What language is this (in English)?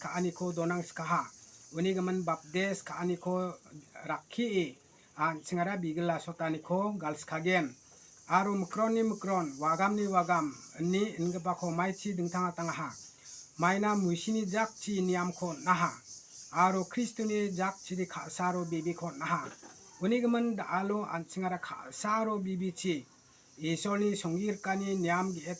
Garo